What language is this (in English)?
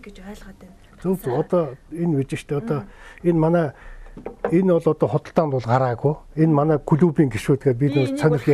Mongolian